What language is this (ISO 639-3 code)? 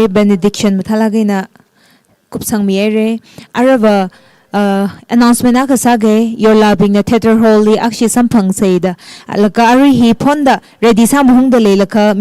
nmf